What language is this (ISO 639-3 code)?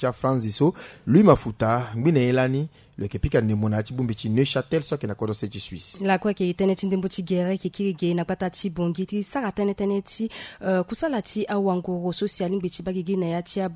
sag